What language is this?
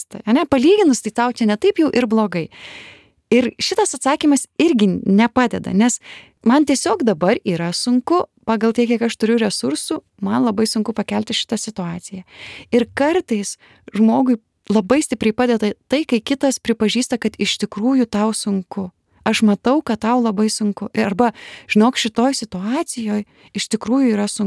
Lithuanian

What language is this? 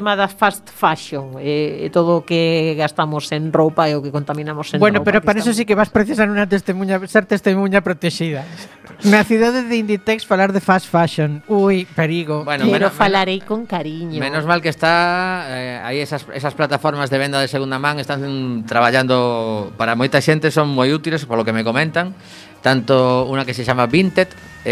Galician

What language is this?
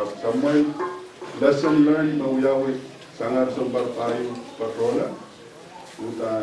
Pohnpeian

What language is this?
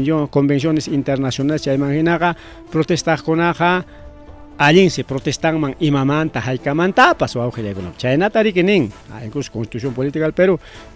Ayacucho Quechua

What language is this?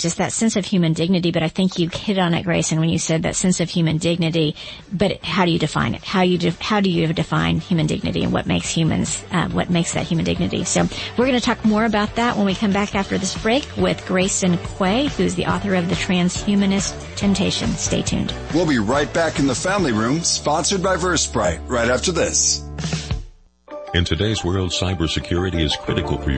English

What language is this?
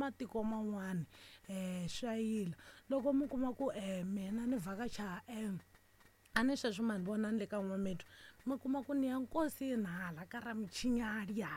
Tsonga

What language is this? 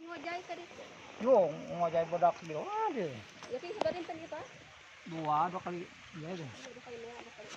Sundanese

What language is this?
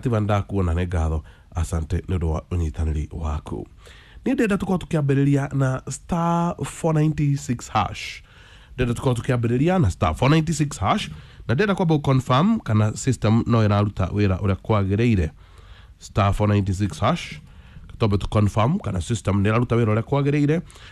Kikuyu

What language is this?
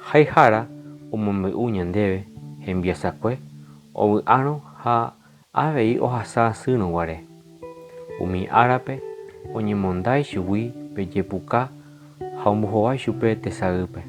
Guarani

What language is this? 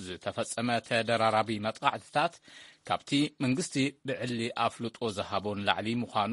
Tigrinya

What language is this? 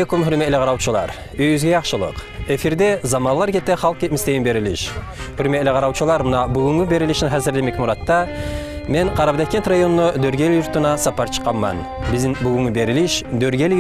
Kumyk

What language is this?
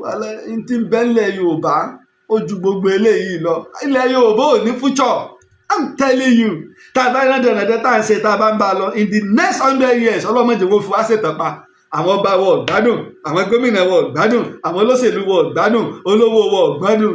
Yoruba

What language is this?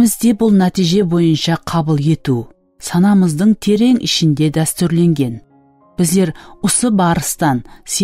Kara-Kalpak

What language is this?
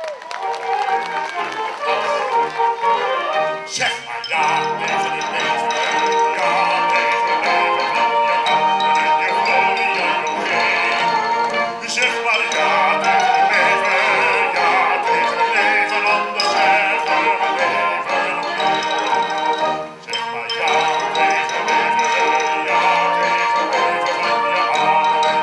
Dutch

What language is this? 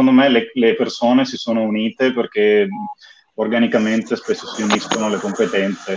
Italian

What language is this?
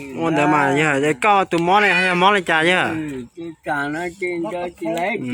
Hmong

